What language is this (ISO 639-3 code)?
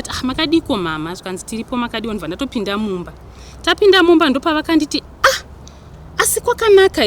sna